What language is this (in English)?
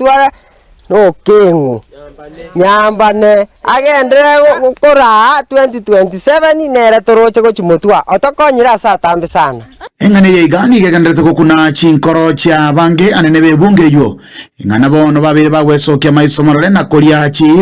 Gusii